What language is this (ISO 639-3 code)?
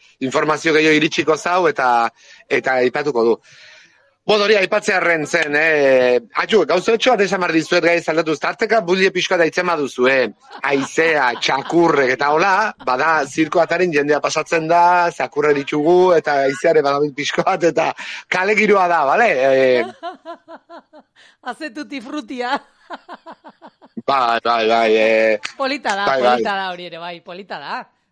eus